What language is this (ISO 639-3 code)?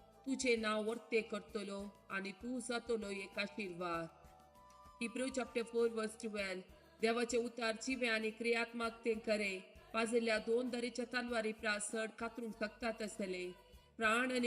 kok